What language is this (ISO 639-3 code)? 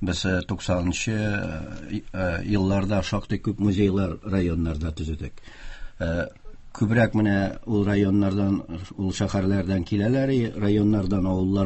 tat